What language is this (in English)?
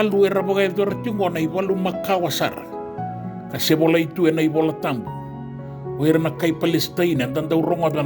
Fijian